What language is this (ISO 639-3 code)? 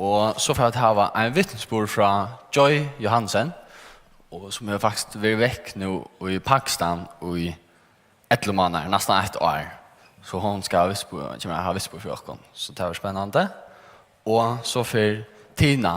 fao